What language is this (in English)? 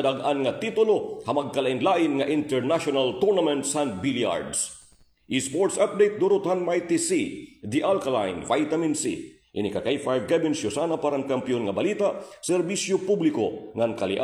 Waray